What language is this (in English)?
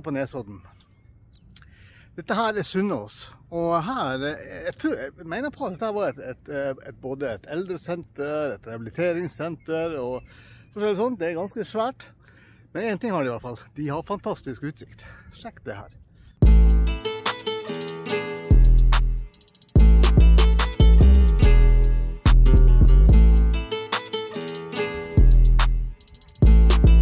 Norwegian